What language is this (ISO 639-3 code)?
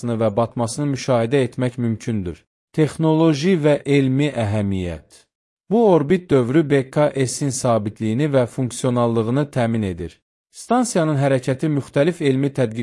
aze